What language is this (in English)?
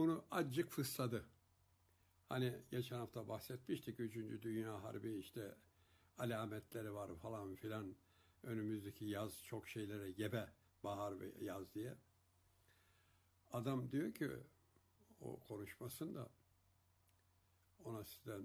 Turkish